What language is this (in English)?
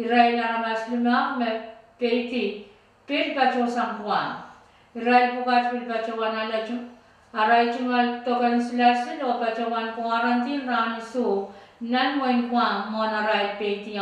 Pohnpeian